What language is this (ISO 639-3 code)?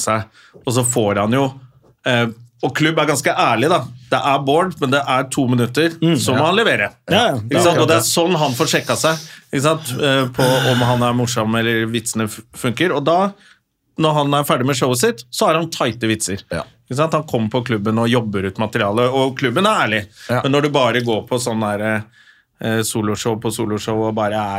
nor